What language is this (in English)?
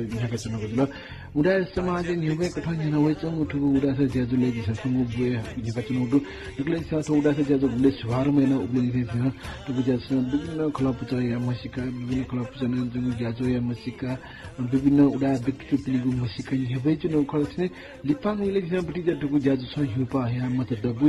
Newari